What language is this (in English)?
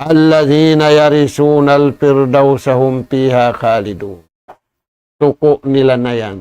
Tausug